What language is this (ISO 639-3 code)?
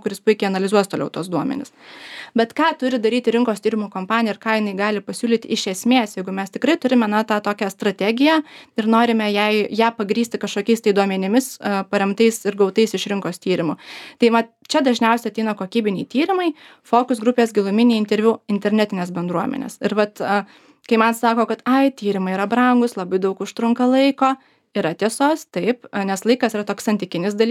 lit